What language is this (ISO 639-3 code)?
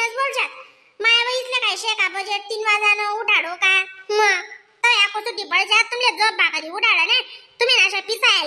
khn